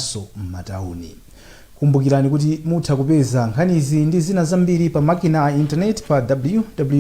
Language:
Nyanja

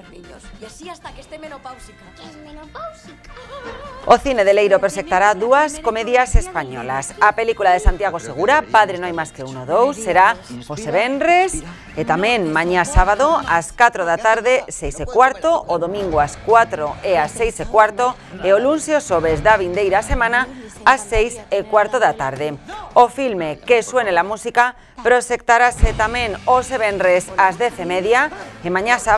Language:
Galician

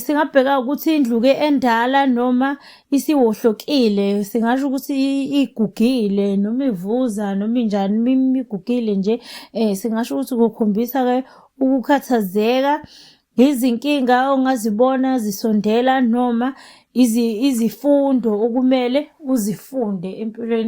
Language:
Zulu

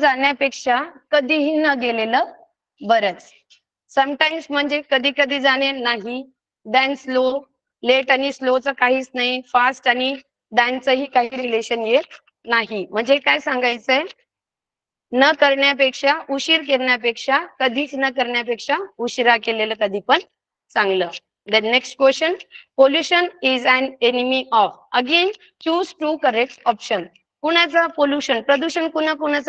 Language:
Marathi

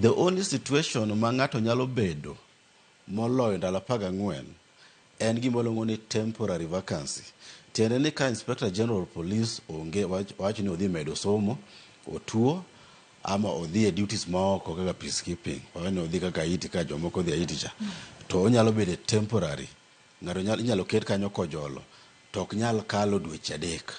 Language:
Luo (Kenya and Tanzania)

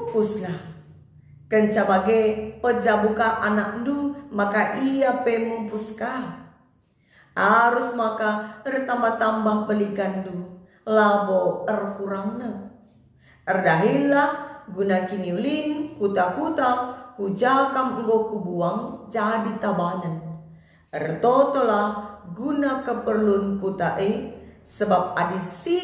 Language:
Batak Karo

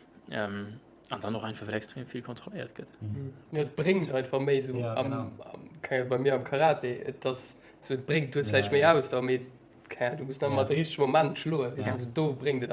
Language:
Luxembourgish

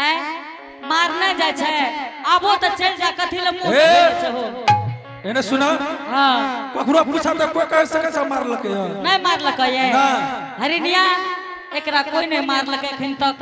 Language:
Angika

